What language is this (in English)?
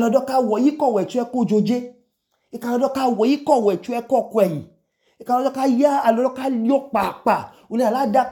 Idoma